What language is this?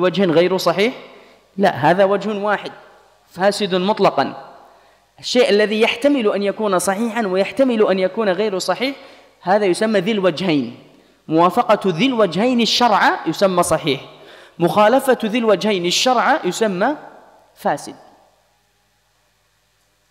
Arabic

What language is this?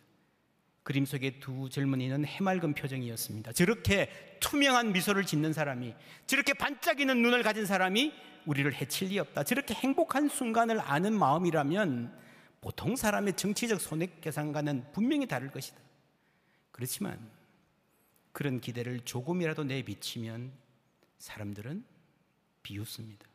Korean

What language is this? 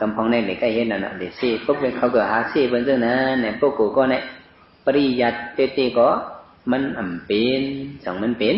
Shan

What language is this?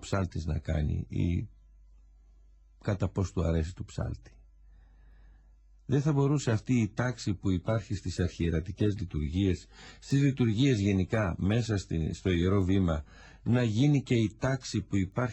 Greek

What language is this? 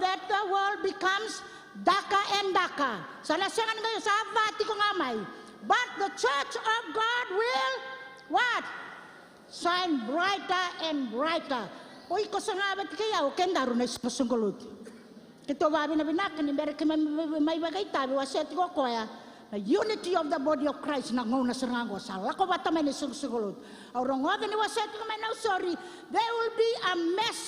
Fijian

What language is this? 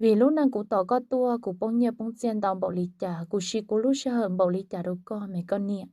Hmong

